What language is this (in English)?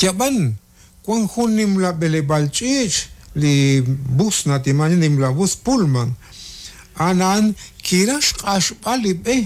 Kekchí